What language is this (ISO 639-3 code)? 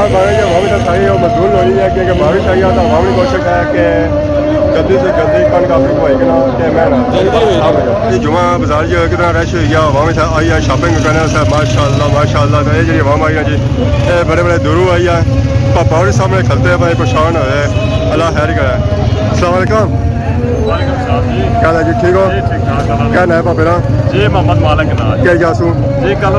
phr